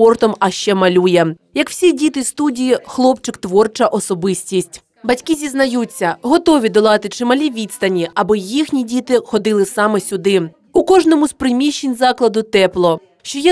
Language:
Ukrainian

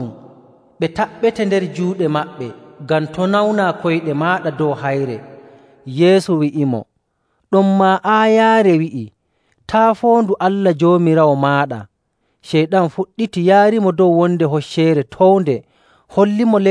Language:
Nigerian Fulfulde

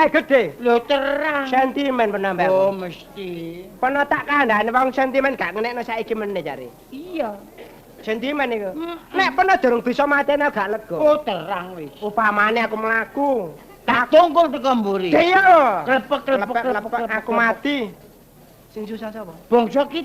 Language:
Javanese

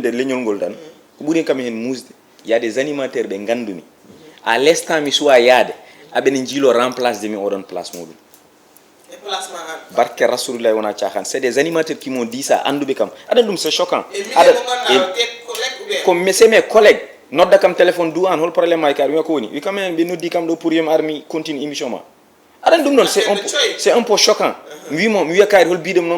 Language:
Fula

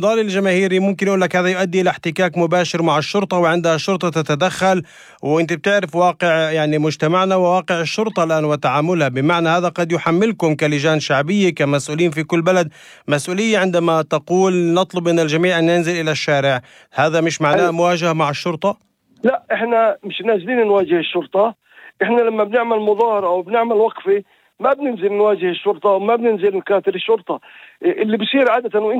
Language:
North Levantine Arabic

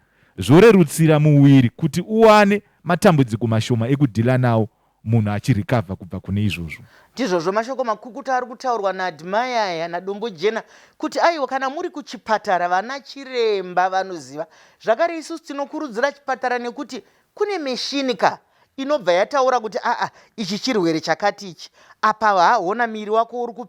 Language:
Shona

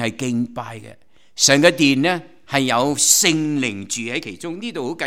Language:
Cantonese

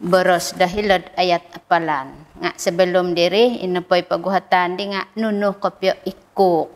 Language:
Central Dusun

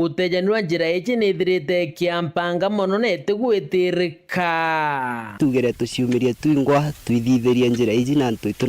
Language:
Meru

